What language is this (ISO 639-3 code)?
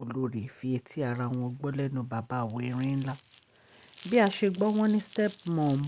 yor